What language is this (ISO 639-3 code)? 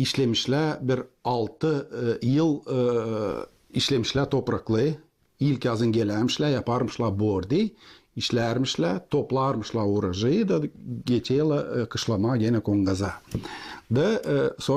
gag